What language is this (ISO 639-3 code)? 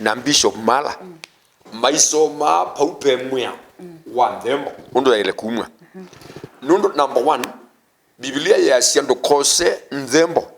kam